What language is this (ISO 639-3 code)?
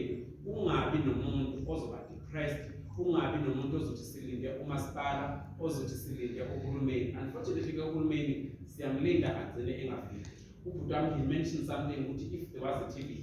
zul